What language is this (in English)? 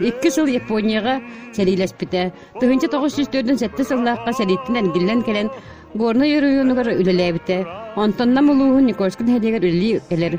Yakut